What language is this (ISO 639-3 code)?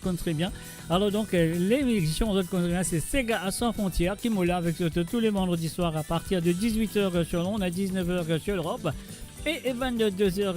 mfe